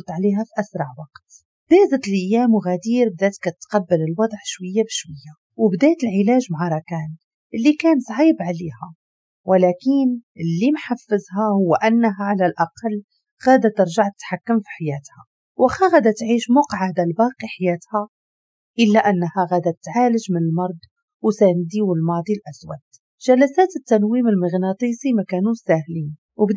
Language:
Moroccan Arabic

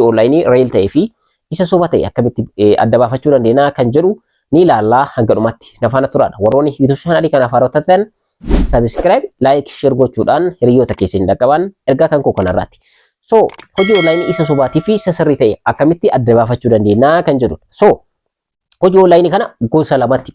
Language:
Oromo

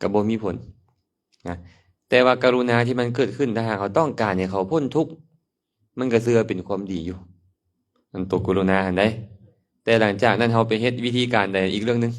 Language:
Lao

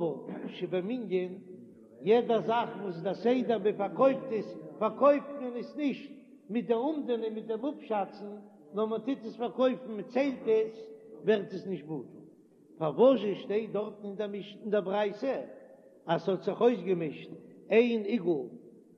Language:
Yiddish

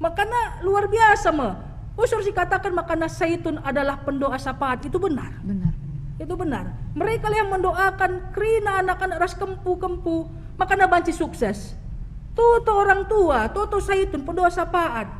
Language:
Batak Karo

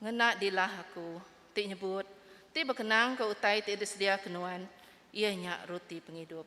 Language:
Iban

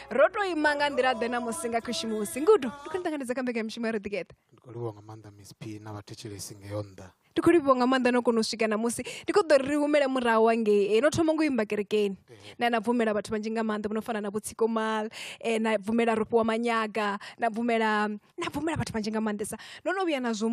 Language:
Venda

